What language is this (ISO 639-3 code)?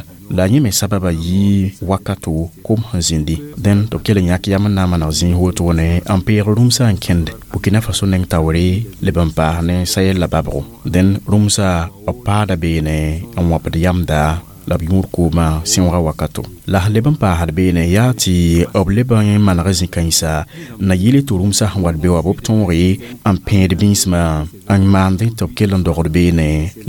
mos